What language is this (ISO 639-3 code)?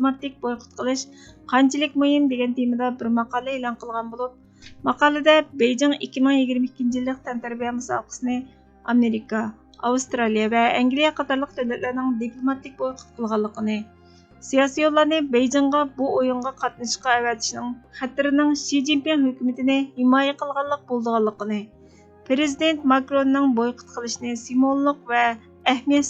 uig